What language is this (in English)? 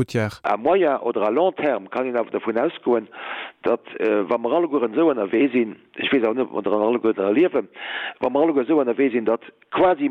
Luxembourgish